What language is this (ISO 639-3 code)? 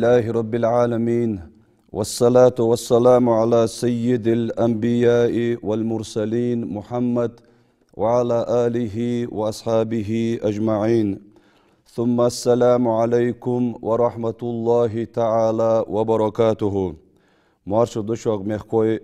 inh